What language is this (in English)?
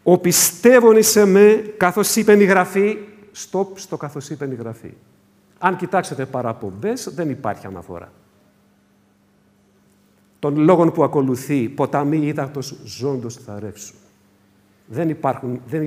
Greek